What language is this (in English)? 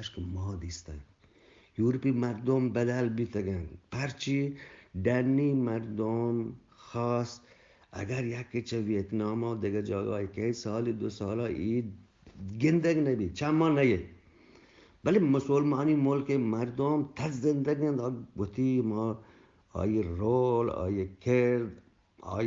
Eastern Balochi